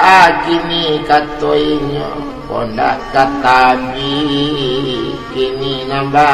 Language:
Minangkabau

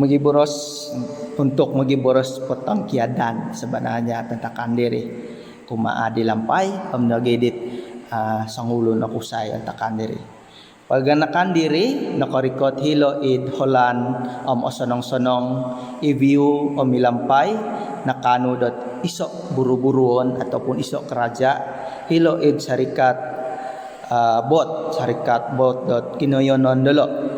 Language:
Central Dusun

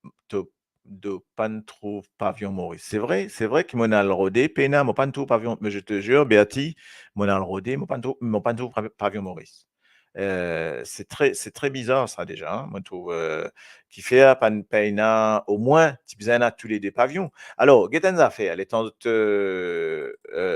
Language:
Morisyen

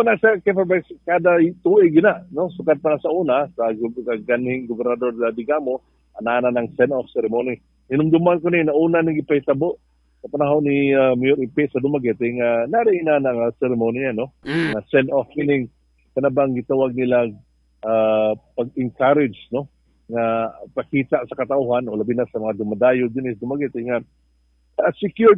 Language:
Cebuano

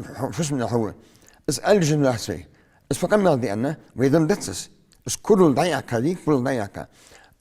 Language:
Ingush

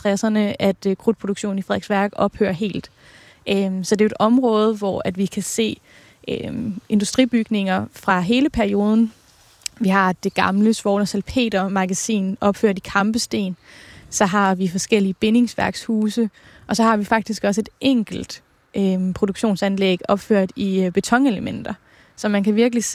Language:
Danish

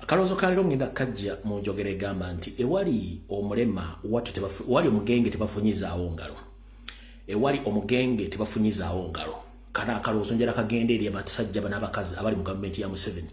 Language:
Ganda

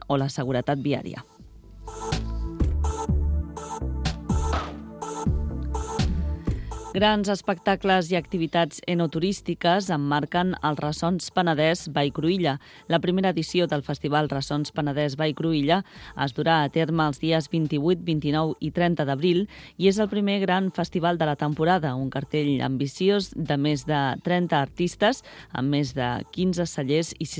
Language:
Catalan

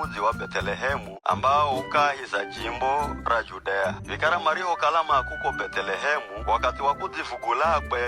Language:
Giryama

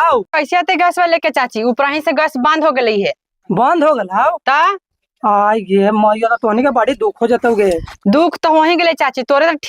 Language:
Magahi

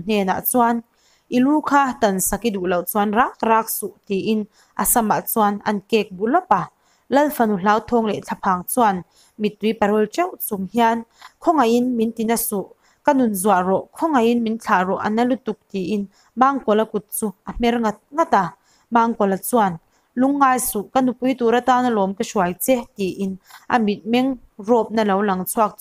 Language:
Mizo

